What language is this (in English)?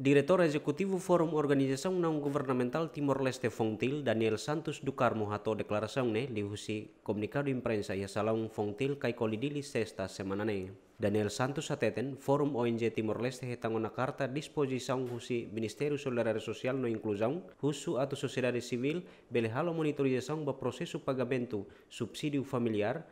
Tetum